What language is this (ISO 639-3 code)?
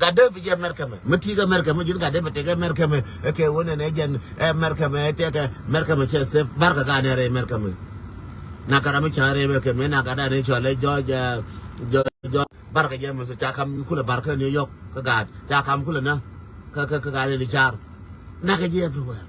nus